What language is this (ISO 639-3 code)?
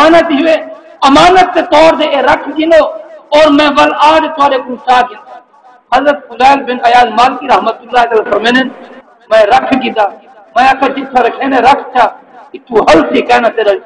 skr